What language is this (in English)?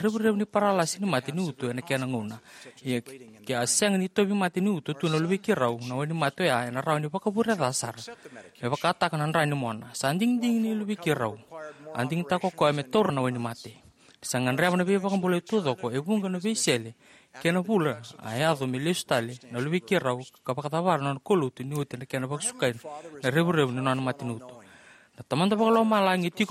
Fijian